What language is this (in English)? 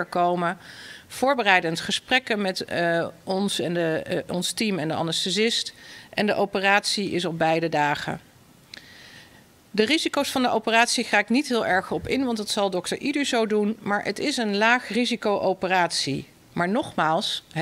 Dutch